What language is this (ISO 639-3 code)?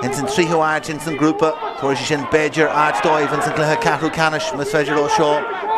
gle